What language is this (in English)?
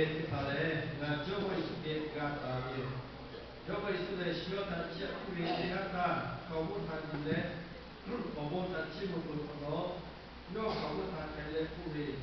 Lahu